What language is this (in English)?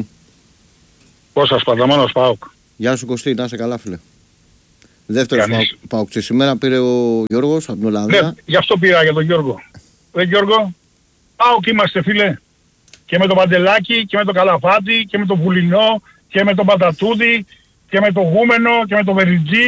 Greek